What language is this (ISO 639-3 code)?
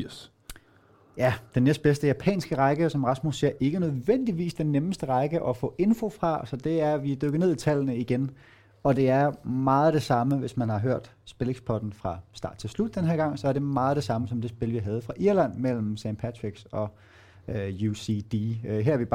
dan